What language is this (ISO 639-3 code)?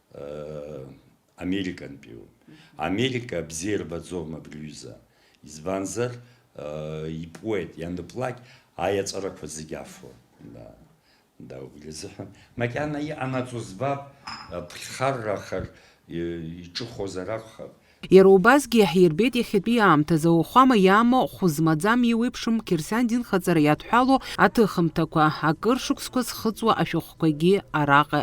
abk